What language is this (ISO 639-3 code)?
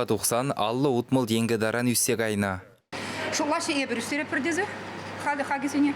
chv